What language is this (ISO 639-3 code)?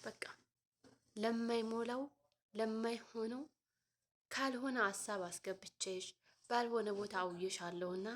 amh